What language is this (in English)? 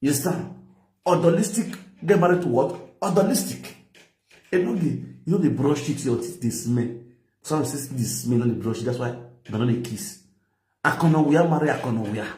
Nigerian Pidgin